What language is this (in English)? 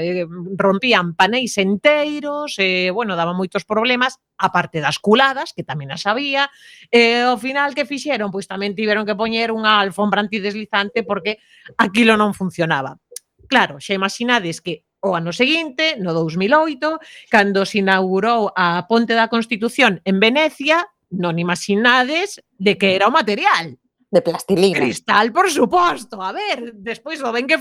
Galician